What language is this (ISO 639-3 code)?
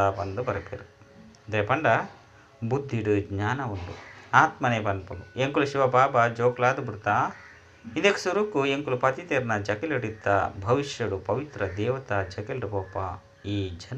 tcy